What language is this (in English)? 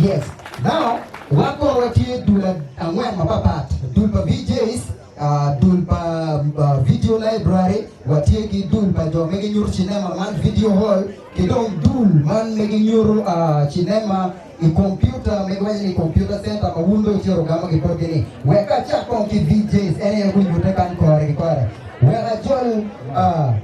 Acoli